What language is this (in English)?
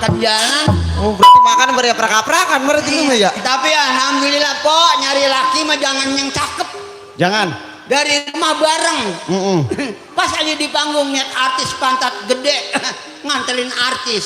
Betawi